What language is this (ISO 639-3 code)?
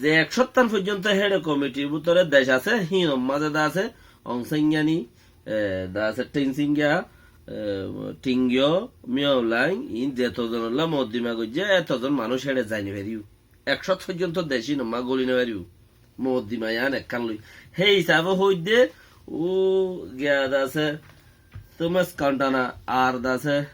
rhg